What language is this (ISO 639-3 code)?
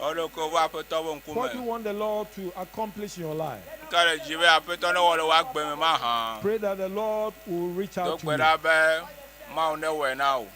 ewe